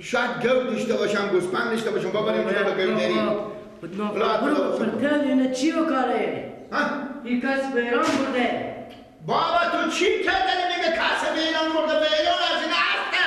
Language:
Persian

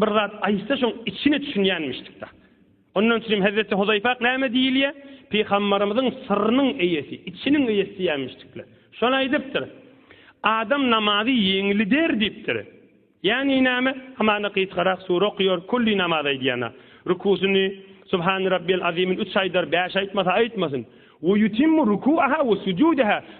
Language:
Turkmen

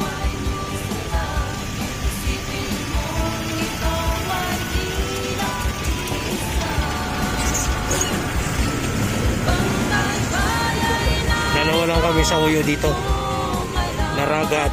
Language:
Filipino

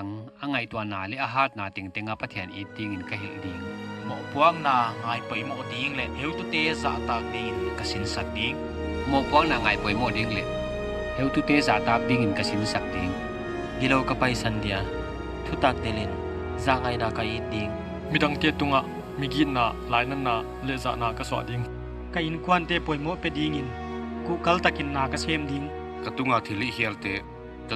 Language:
Paite Chin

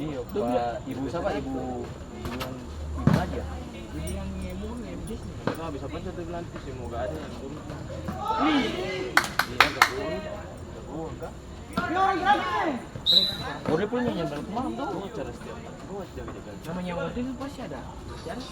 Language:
Ambonese Malay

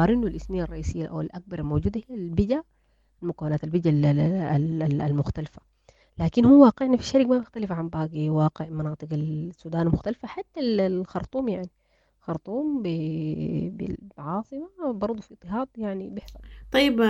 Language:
Sudanese Arabic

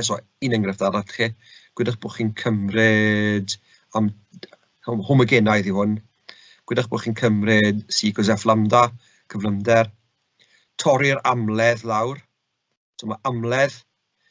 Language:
Welsh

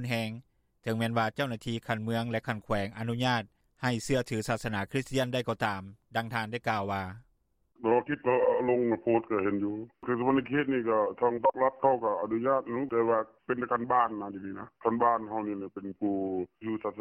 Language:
Lao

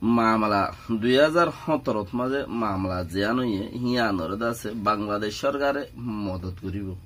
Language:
Rohingya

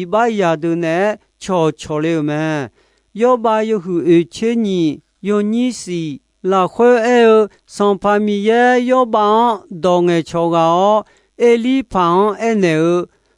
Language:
Akha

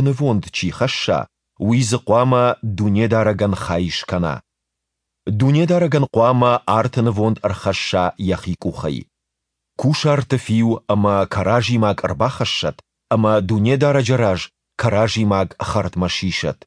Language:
Ossetic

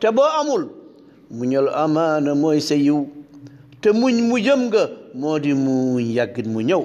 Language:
Wolof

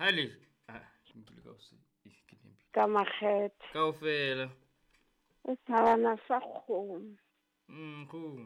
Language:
Southern Sotho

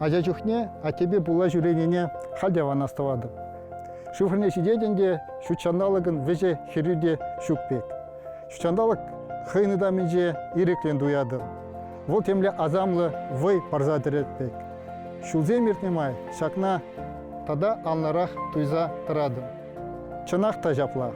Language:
Chuvash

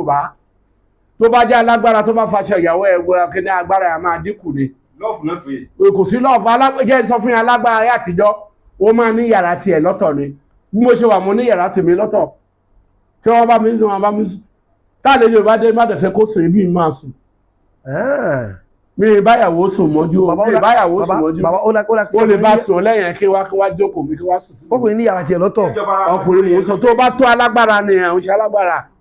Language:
Yoruba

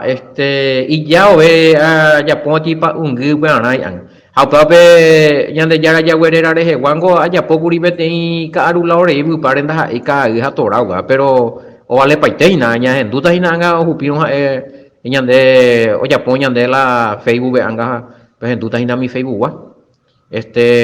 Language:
Guarani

